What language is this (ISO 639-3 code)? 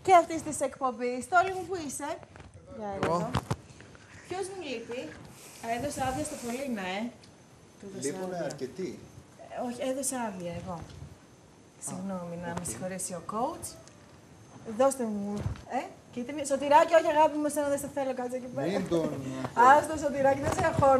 ell